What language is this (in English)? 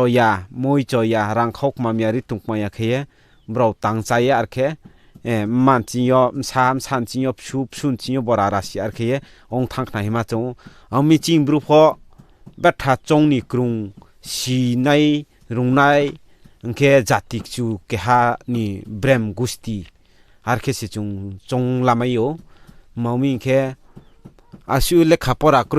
Riang (India)